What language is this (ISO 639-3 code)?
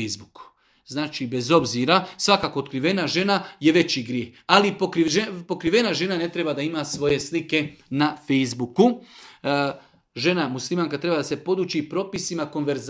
srp